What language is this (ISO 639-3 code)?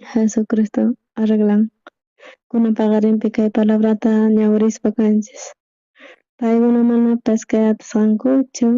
quh